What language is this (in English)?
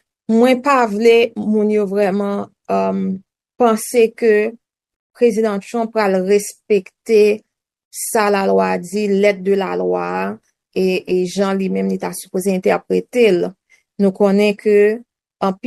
Haitian Creole